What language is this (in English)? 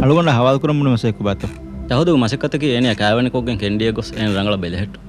Divehi